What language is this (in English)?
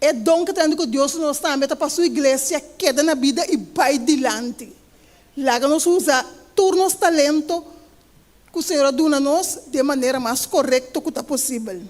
Papiamento